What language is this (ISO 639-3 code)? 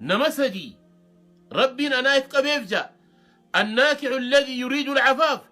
orm